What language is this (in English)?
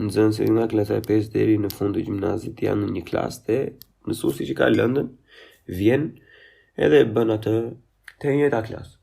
Albanian